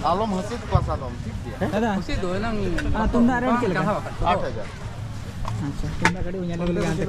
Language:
Santali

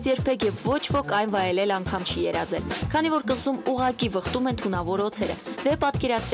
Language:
Armenian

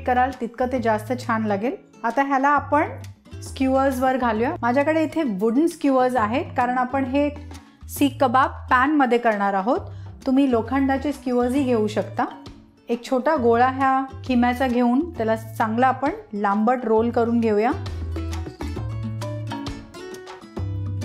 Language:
Marathi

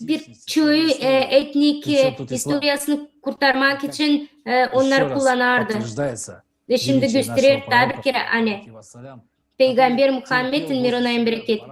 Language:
Gagauz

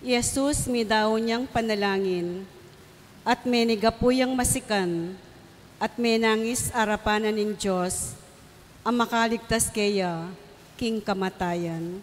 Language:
Pampanga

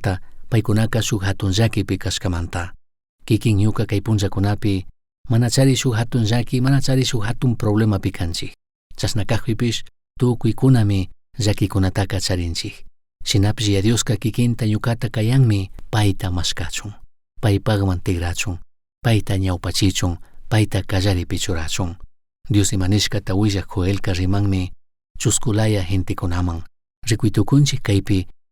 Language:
Chimborazo Highland Quichua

